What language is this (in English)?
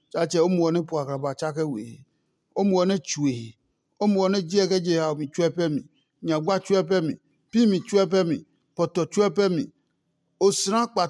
Adangme